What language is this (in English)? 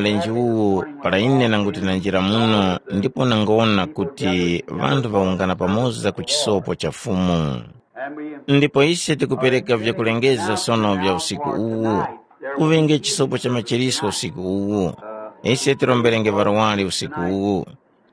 Tumbuka